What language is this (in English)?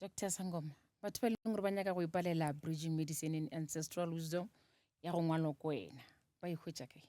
Northern Sotho